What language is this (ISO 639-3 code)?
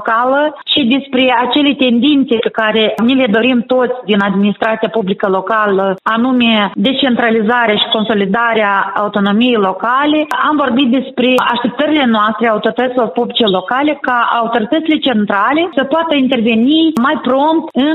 ron